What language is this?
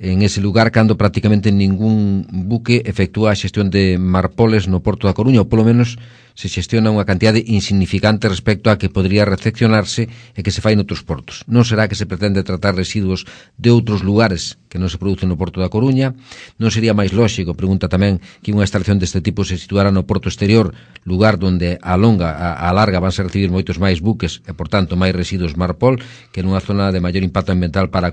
Galician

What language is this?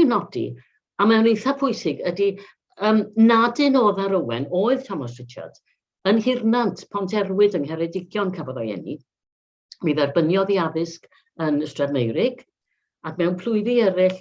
Welsh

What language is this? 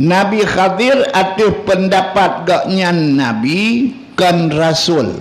Achinese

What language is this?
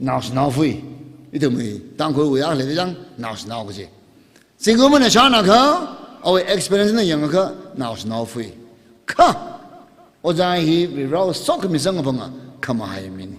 Tangkhul Naga (India)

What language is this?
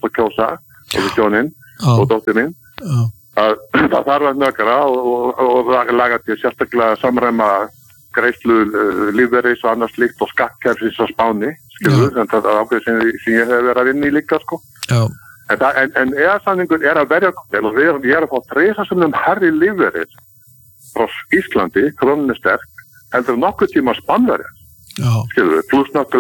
Icelandic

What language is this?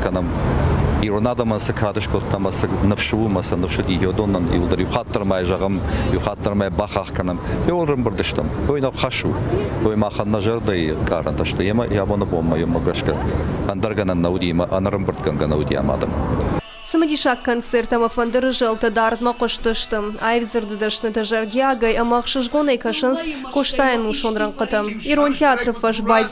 Ossetic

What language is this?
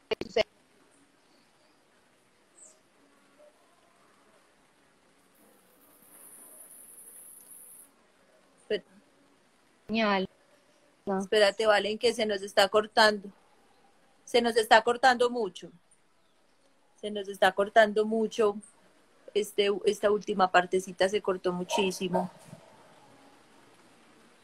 Spanish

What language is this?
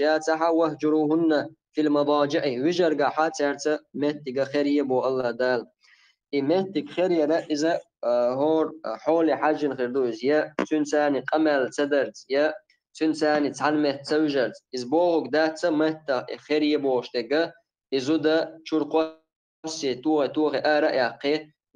Chechen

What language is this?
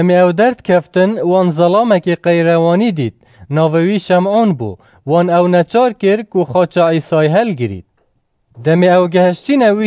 Kurdish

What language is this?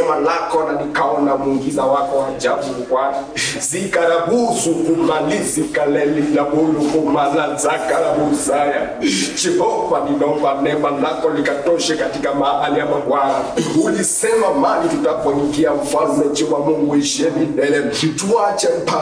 Kamba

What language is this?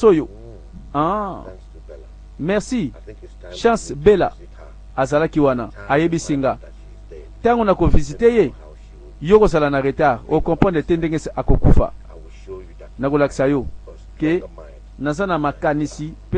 Lingala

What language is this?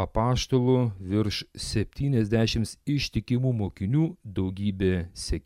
Lithuanian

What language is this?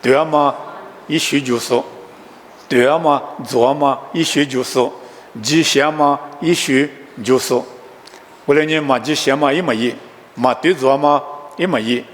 Lisu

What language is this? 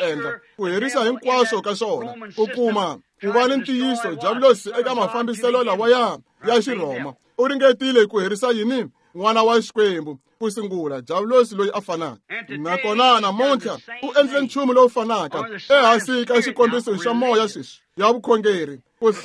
Tsonga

